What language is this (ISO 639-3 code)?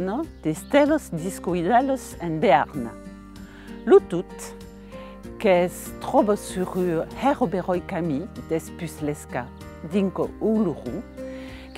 oci